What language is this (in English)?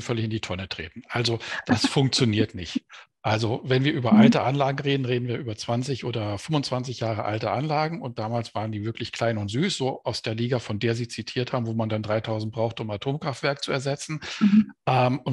German